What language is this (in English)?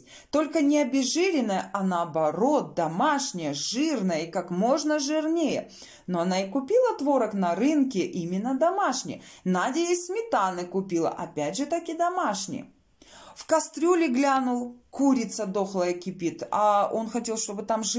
Russian